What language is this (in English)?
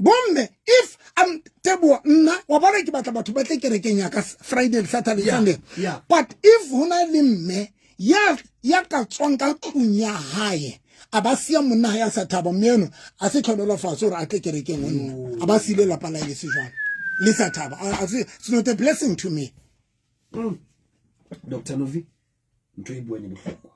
Southern Sotho